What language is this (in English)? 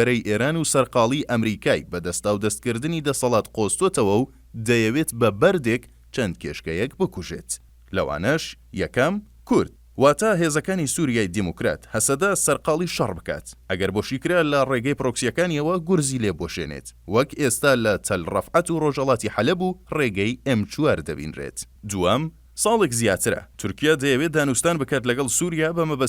Central Kurdish